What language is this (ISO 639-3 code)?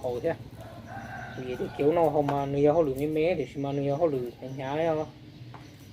hmn